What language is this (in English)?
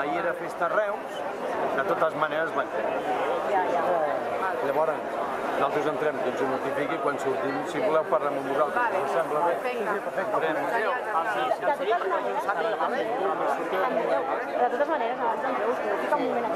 Catalan